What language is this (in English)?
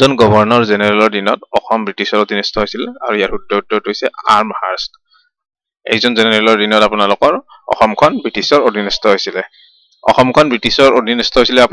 Assamese